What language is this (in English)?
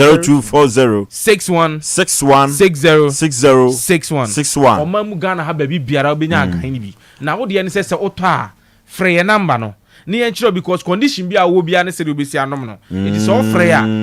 Akan